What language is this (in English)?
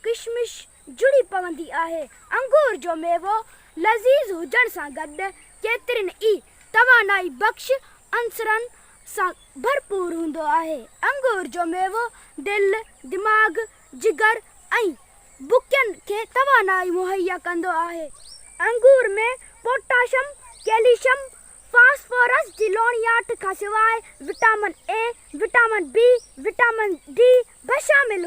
Sindhi